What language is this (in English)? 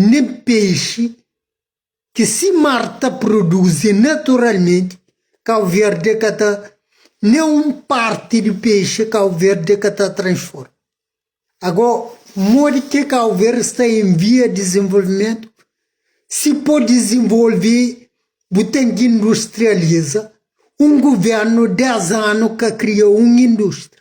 Kabuverdianu